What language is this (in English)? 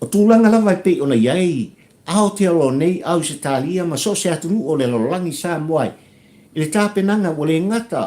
Samoan